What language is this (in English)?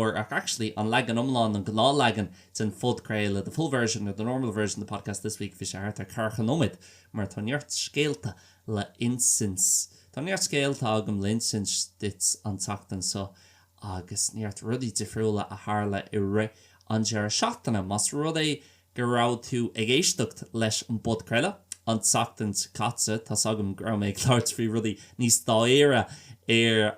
Irish